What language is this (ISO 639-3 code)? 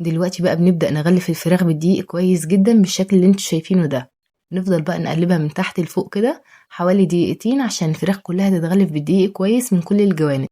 arz